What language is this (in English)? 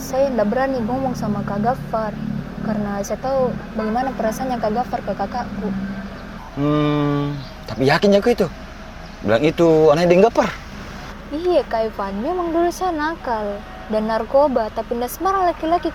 Makassar Malay